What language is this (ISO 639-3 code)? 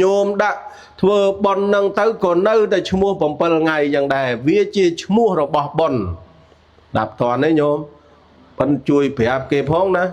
khm